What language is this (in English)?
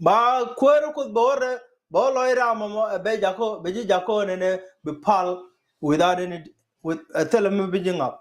Nuer